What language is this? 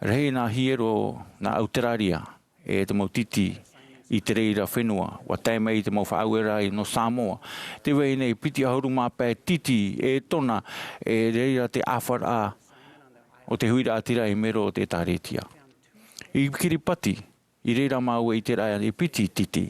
Tahitian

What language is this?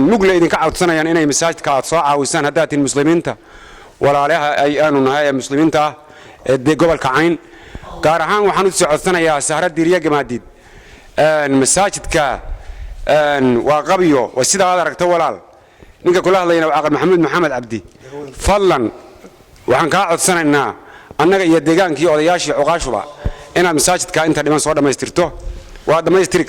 Somali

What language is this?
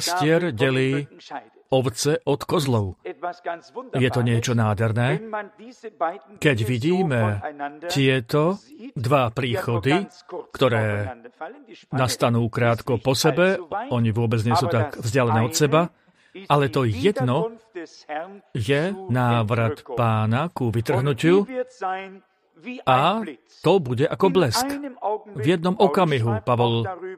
Slovak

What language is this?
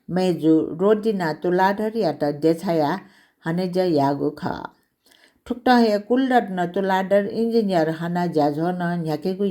Newari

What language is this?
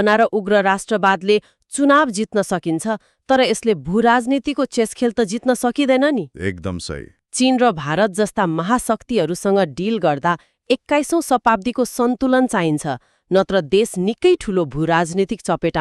Nepali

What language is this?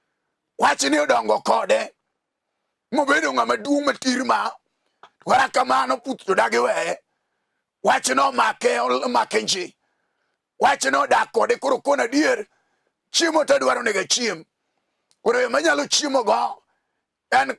Luo (Kenya and Tanzania)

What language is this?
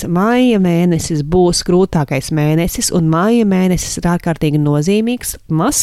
Latvian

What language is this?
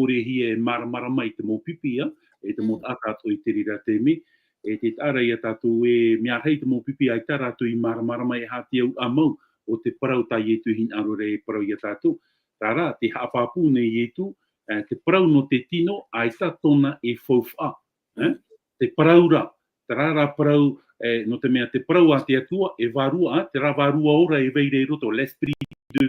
Tahitian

